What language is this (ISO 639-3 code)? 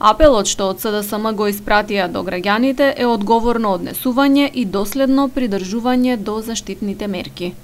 mkd